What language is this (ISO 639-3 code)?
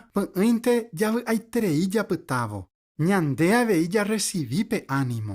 grn